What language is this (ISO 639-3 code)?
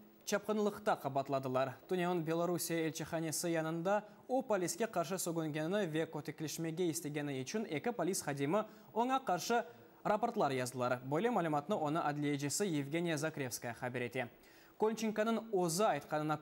crh